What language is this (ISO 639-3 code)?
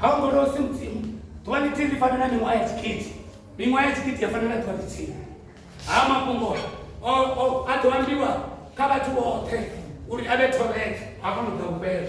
ven